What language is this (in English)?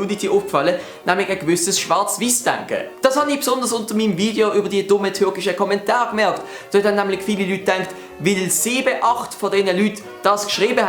Swiss German